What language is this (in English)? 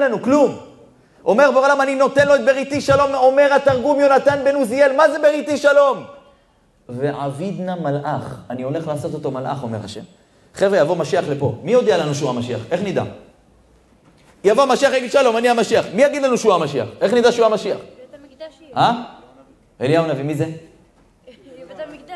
Hebrew